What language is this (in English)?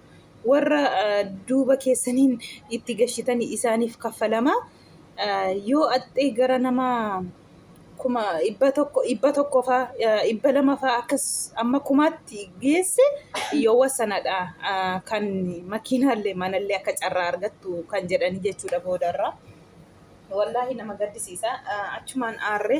Oromo